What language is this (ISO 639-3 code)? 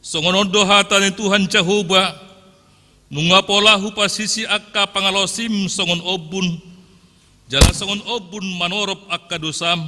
bbc